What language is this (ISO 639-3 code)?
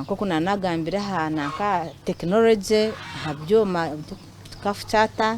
nyn